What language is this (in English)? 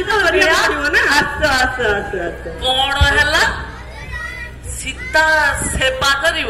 Odia